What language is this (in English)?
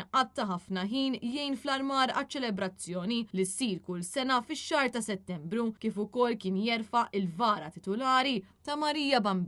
Maltese